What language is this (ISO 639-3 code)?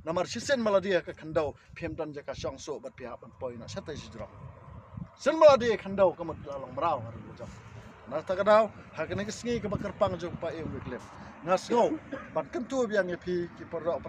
kha